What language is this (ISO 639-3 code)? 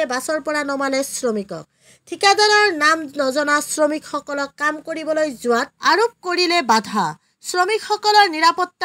asm